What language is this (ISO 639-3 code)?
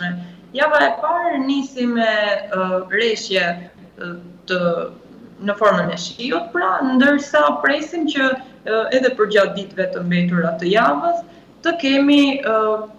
sqi